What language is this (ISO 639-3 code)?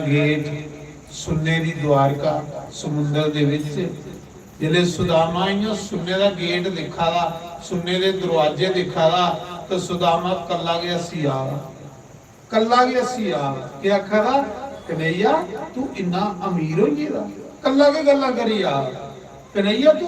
doi